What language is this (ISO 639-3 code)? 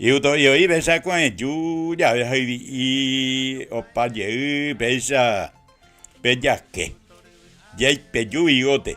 grn